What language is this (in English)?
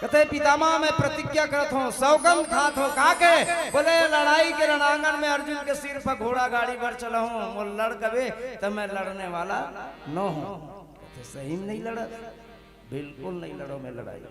Chhattisgarhi